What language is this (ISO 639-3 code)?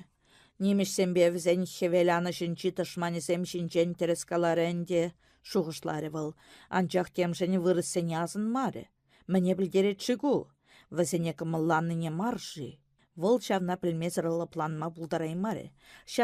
chv